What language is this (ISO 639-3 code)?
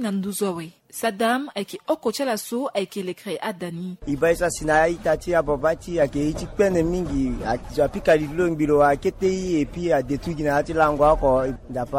sag